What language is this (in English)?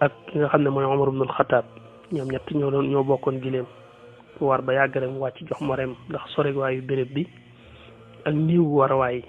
Wolof